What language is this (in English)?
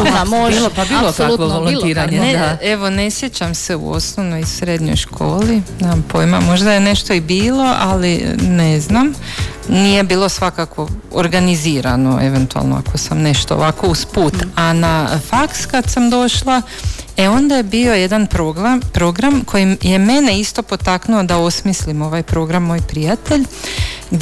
Croatian